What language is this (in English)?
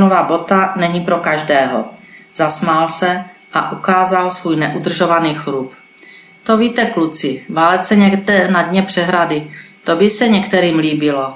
Czech